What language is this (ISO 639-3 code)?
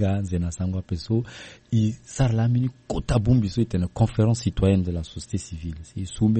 sag